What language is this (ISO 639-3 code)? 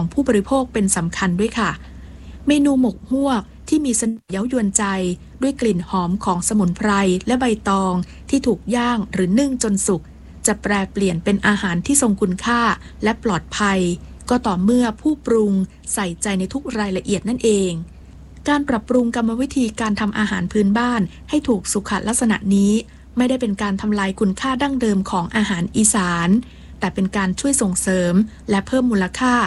tha